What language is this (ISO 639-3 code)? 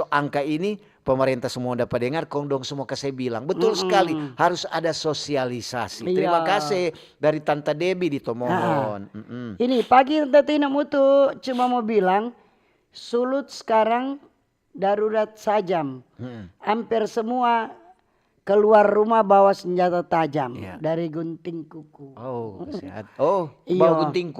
xmm